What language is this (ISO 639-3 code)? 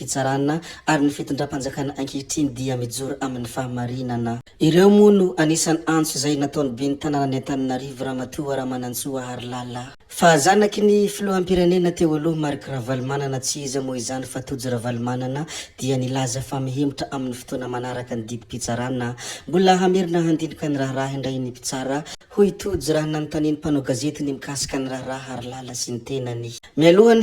mlg